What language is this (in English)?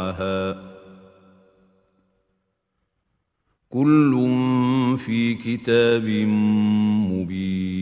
Arabic